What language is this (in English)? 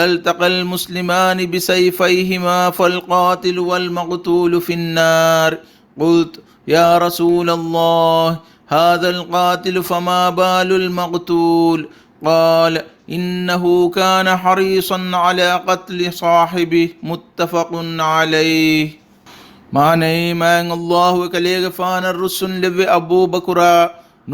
Divehi